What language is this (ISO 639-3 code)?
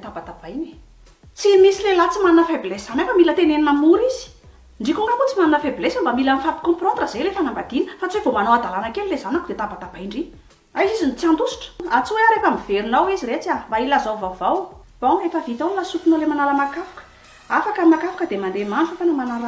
mlg